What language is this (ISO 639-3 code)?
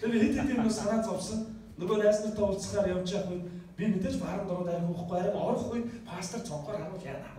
mon